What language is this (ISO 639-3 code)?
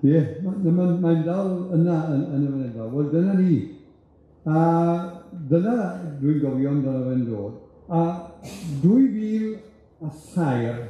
cym